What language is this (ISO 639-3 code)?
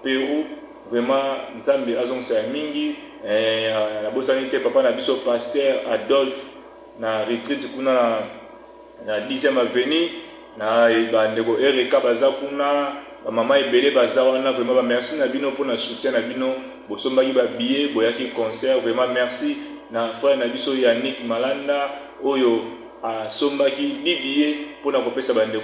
lin